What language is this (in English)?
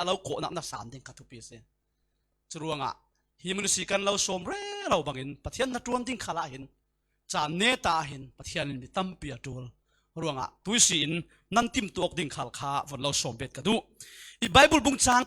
Falam Chin